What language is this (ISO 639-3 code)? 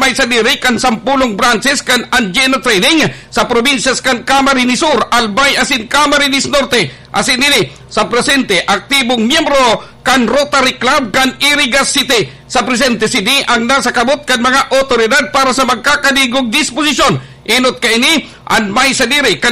bik